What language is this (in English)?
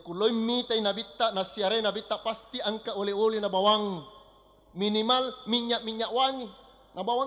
Buginese